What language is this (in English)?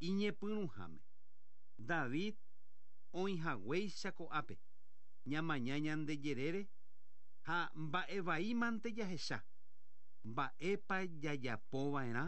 Guarani